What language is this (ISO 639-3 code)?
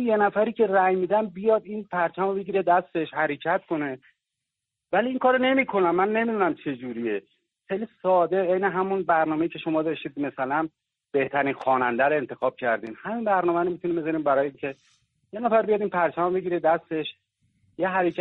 fas